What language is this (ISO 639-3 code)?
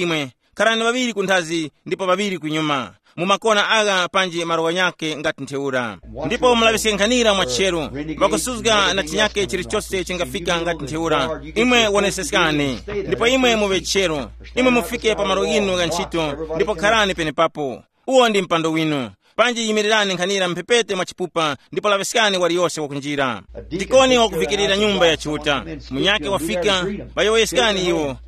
tum